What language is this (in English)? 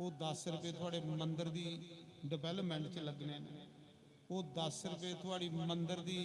Dogri